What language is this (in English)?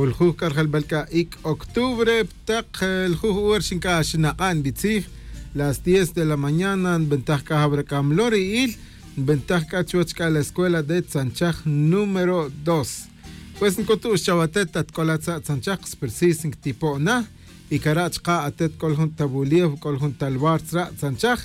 Tz'utujil